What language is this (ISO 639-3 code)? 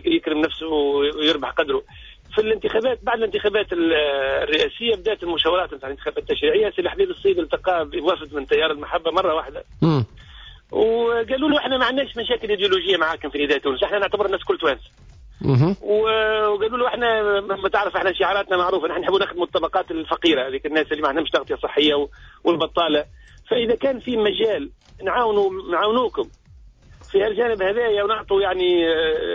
aeb